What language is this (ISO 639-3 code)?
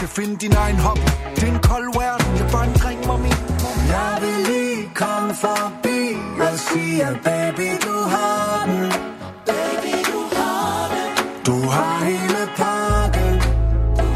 dan